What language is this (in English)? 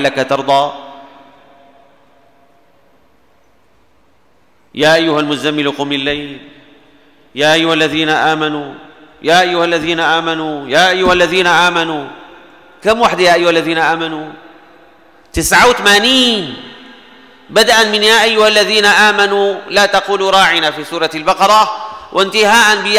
Arabic